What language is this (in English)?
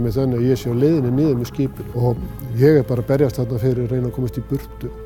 Icelandic